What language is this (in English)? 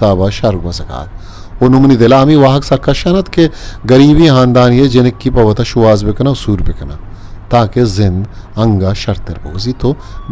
Eastern Balochi